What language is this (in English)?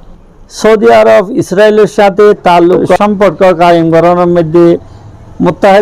Rohingya